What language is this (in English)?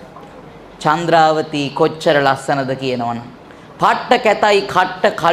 Sinhala